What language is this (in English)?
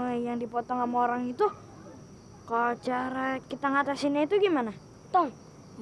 Betawi